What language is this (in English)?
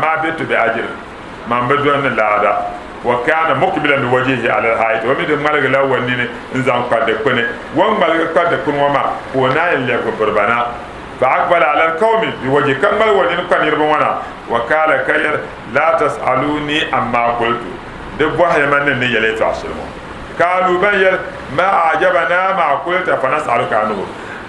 Dagbani